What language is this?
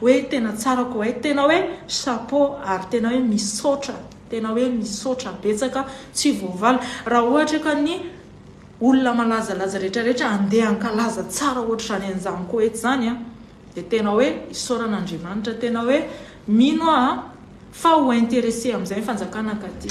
Malagasy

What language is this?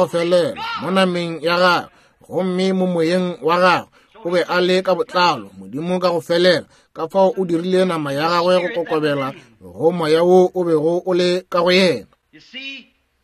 Northern Sotho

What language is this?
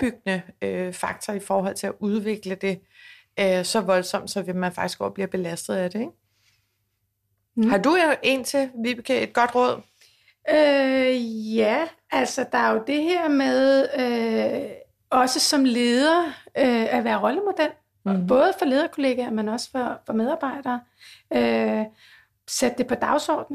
Danish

